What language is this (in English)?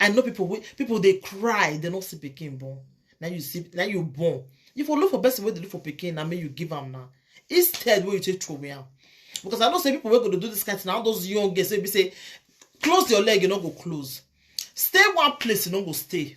Nigerian Pidgin